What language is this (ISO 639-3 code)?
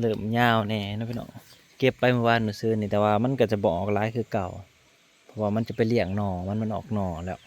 lao